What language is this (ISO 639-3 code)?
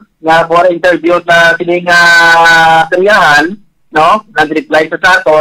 hil